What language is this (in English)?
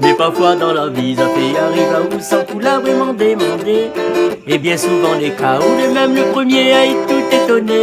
Réunion Creole French